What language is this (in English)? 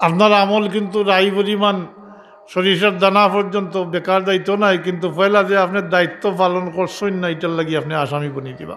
Sylheti